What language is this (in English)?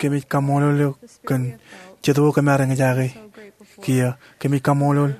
Marshallese